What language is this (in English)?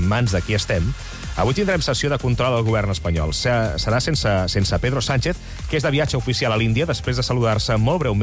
Catalan